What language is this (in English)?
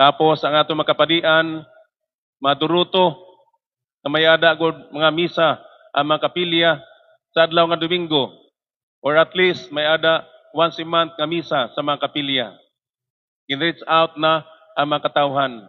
Waray